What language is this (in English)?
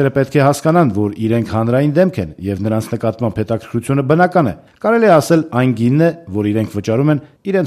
Armenian